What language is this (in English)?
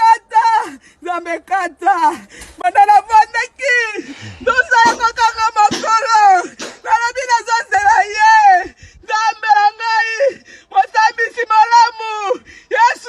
Lingala